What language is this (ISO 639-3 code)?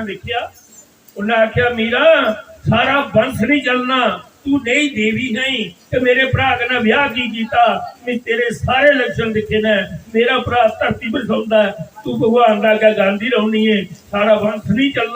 doi